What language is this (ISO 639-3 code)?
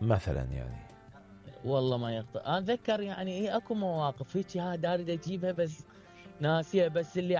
acm